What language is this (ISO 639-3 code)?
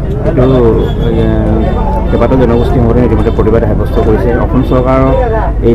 asm